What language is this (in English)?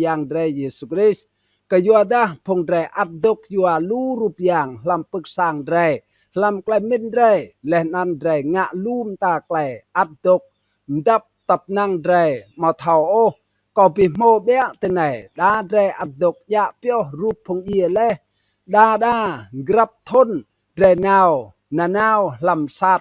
Rade